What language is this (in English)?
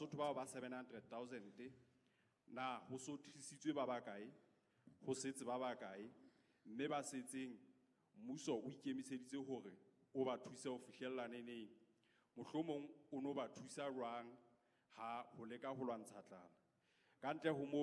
Southern Sotho